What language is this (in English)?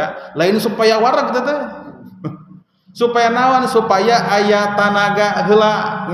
Sundanese